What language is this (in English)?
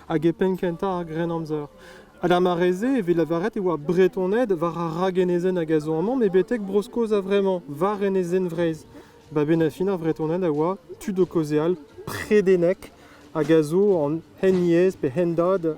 Breton